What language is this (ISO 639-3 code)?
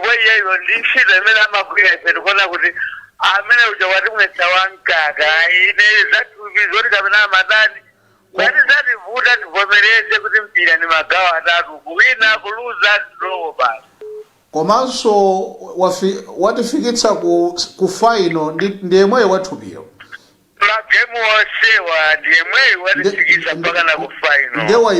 nya